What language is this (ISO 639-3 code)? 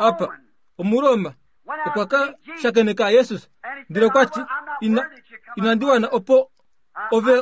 kua